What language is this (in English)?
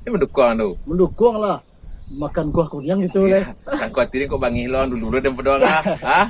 Minangkabau